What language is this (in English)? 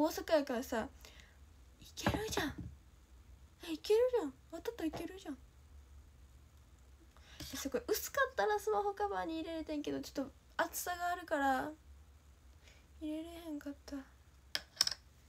Japanese